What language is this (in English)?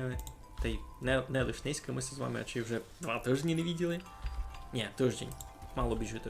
Rusyn